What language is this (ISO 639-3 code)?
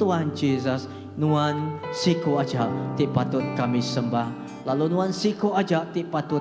iba